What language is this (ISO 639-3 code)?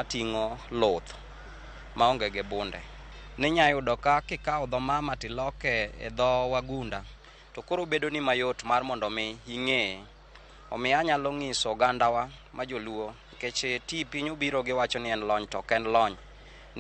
luo